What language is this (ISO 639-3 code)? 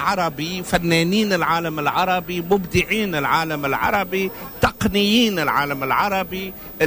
aeb